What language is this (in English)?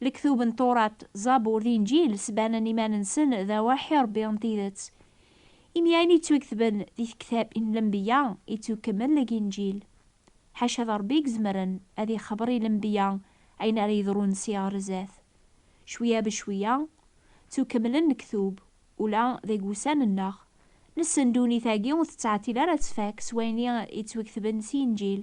Kabyle